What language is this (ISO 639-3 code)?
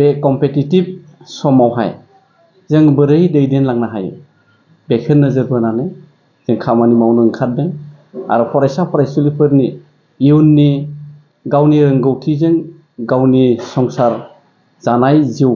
brx